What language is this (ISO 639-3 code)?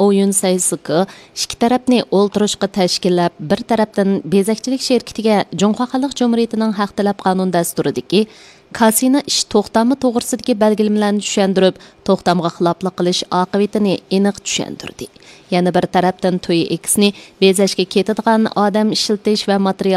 uig